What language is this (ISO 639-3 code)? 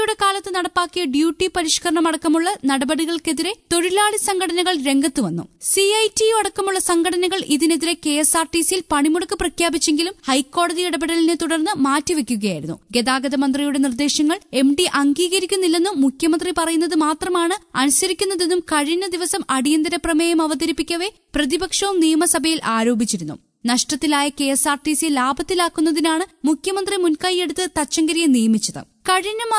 mal